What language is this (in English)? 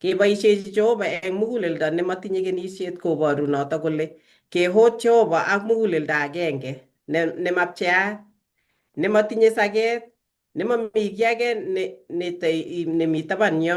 Kalenjin